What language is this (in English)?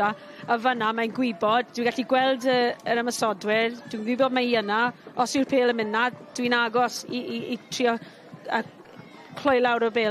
Welsh